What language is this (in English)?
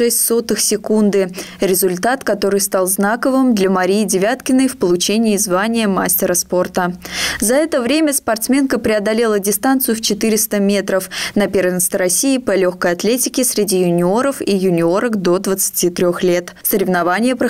Russian